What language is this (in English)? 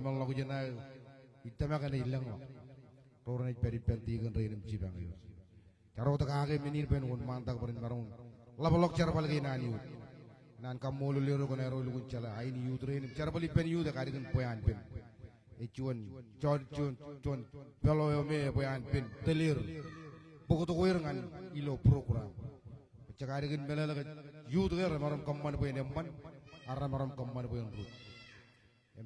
Marshallese